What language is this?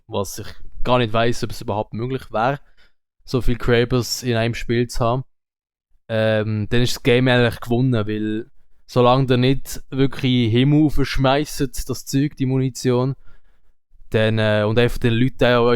Swiss German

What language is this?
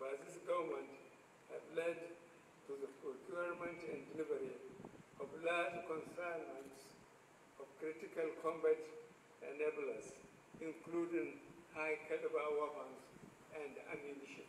Hausa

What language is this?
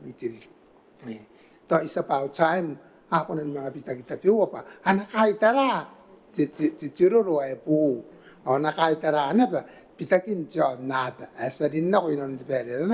Gilbertese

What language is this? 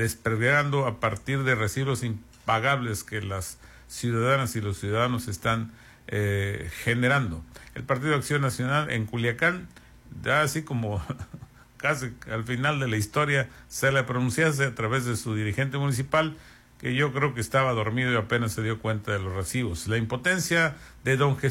Spanish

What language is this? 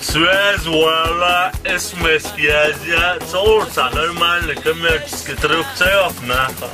Chechen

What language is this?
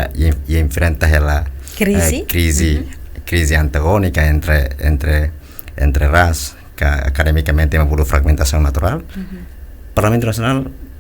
Tetum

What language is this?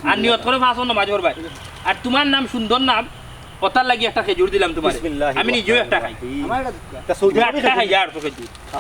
Sylheti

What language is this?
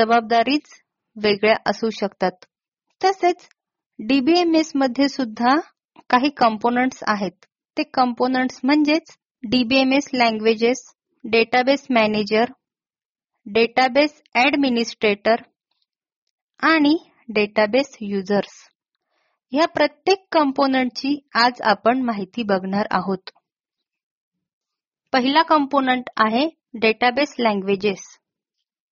Marathi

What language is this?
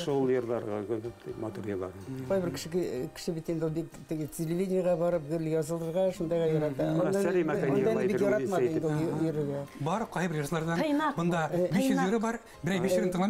Bashkir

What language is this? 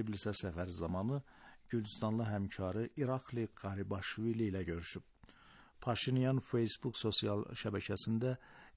Azerbaijani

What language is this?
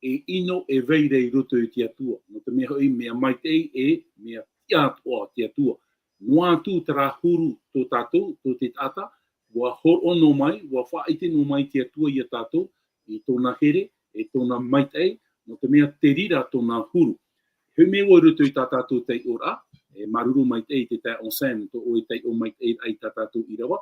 Tahitian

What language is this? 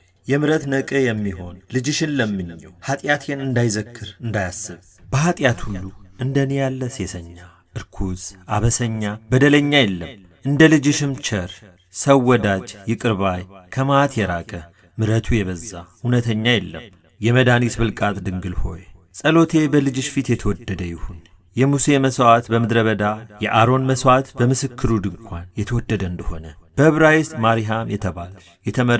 Amharic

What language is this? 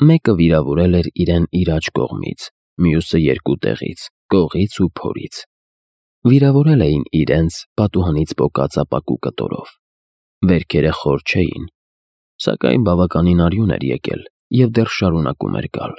Armenian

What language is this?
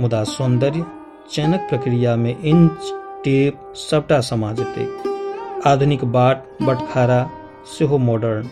Maithili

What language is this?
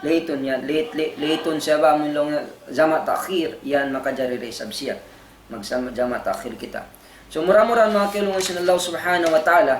Tausug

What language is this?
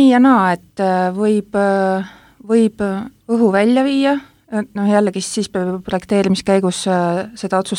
Estonian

